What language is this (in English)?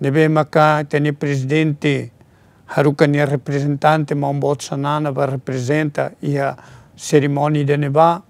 Tetum